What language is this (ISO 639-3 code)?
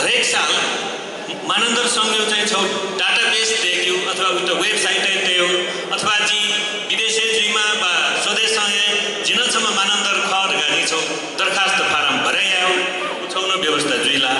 new